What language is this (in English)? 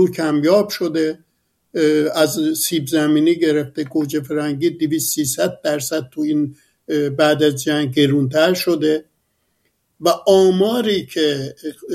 Persian